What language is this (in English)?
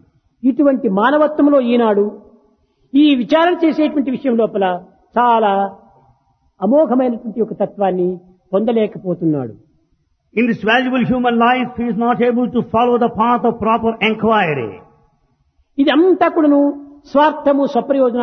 Telugu